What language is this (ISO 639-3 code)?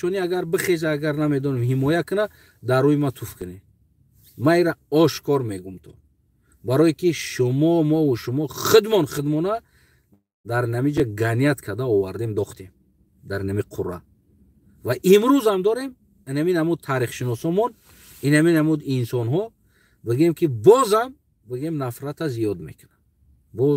tgk